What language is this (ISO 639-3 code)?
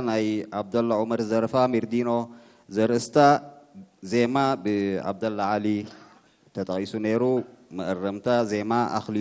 tir